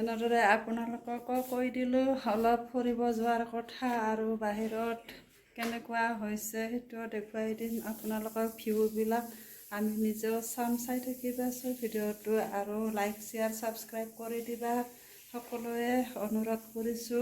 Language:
Assamese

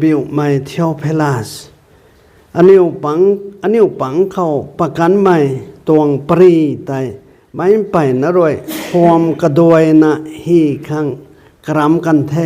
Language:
Rongmei Naga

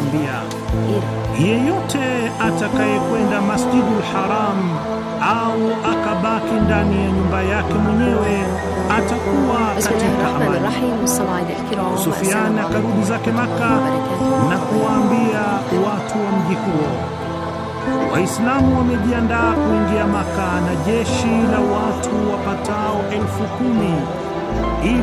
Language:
Swahili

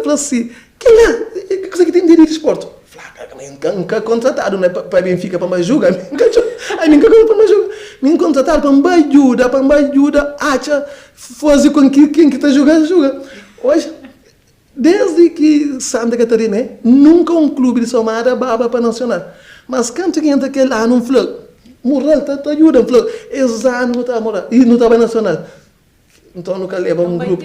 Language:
Kabuverdianu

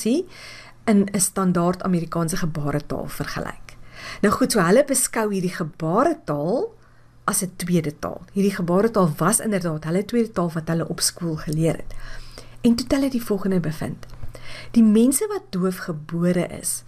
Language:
Afrikaans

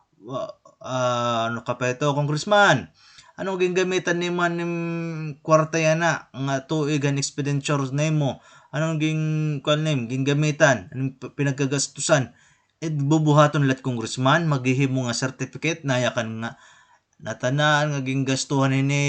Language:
Waray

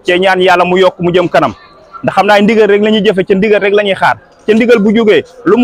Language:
Wolof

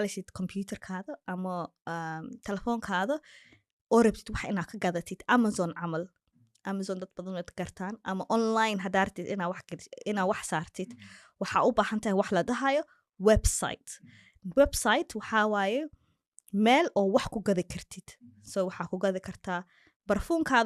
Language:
Somali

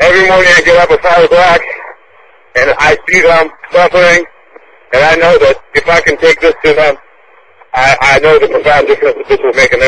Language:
English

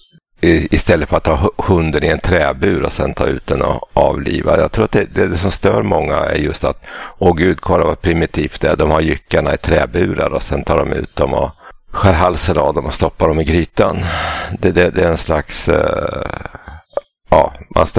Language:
Swedish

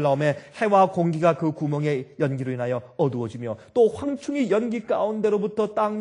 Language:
Korean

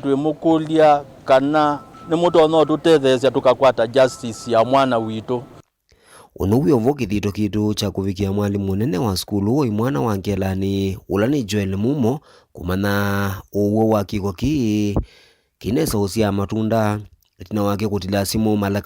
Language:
Kamba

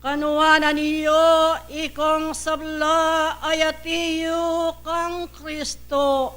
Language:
Pampanga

